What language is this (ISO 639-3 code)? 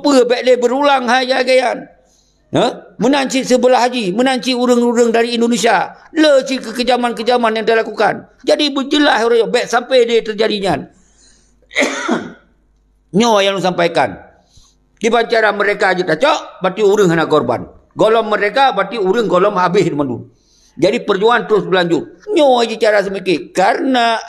ace